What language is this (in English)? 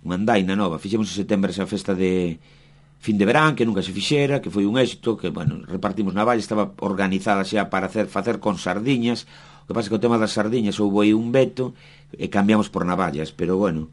Galician